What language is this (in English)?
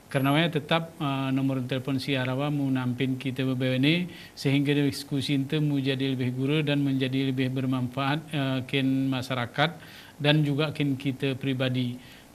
Gayo